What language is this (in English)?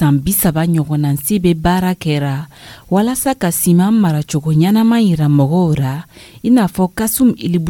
Dyula